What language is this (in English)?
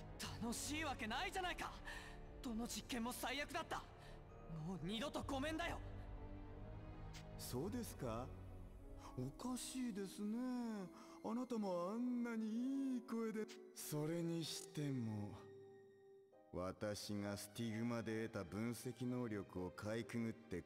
Japanese